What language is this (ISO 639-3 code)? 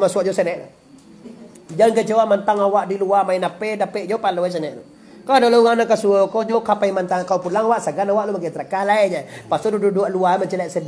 min